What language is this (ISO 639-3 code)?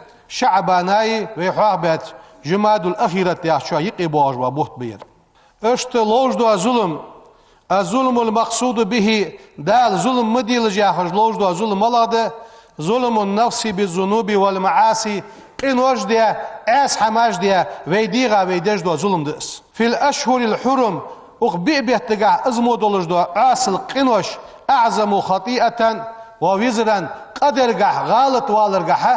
inh